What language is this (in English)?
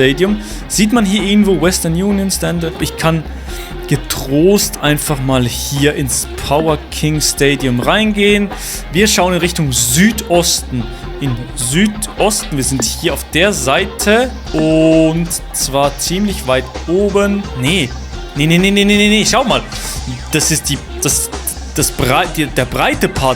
Swiss German